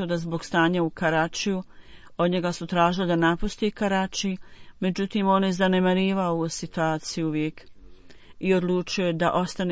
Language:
Bosnian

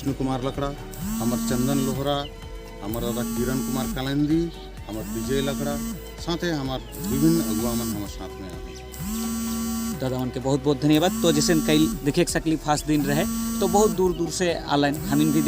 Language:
Sadri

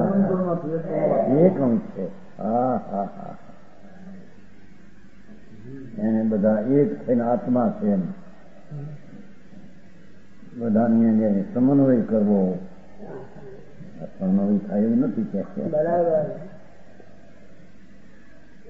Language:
Gujarati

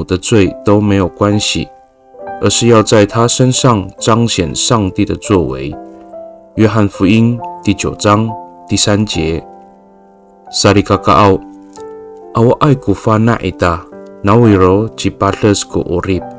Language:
Amis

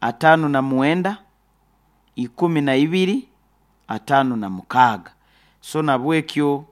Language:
Nyoro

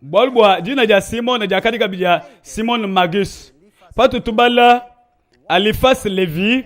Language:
Luba-Lulua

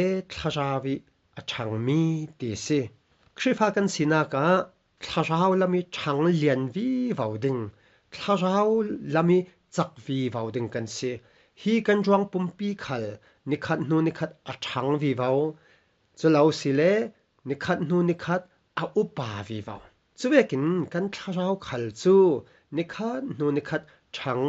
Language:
Falam Chin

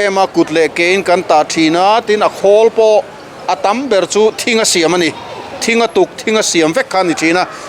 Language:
Mizo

